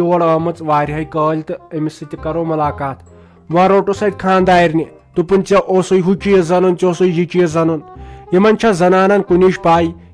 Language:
Kashmiri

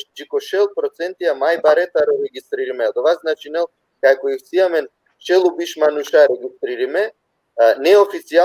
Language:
Balkan Romani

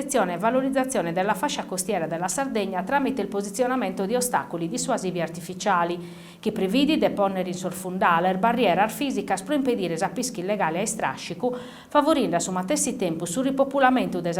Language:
Sardinian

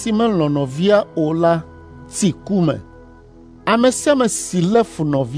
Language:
Ewe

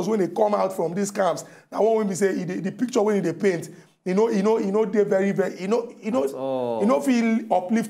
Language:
Nigerian Pidgin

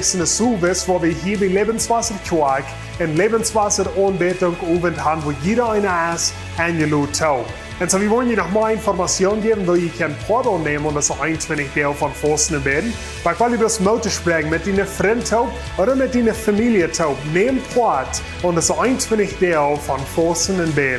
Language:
Plautdietsch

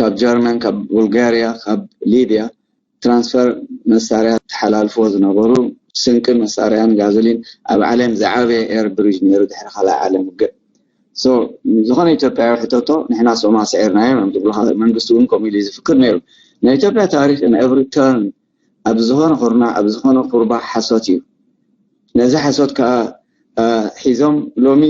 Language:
Tigrinya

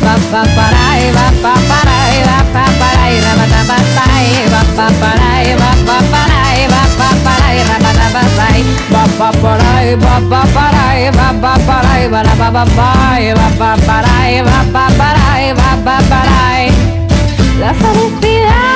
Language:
Basque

